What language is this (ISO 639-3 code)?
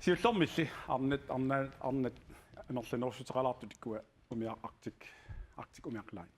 kal